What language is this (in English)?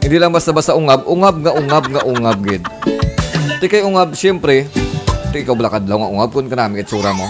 Hiligaynon